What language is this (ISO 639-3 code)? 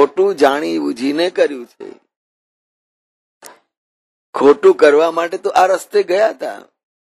guj